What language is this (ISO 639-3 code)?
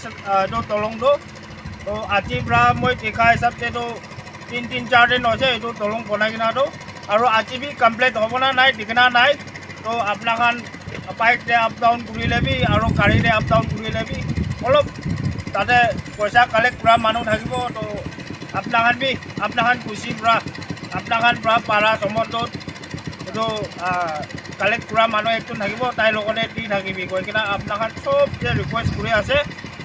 nag